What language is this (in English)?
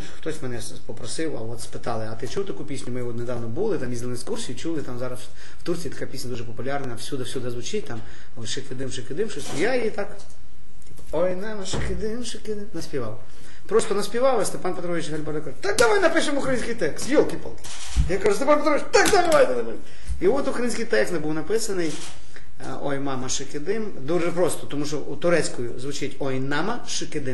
Ukrainian